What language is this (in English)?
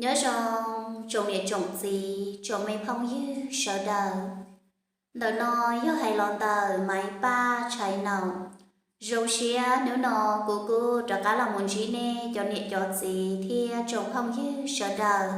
Hmong